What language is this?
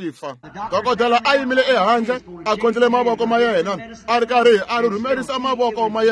Tsonga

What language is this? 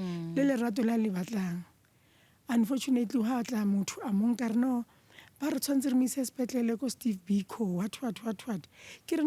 Northern Sotho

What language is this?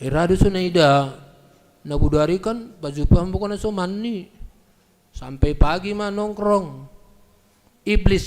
Batak Simalungun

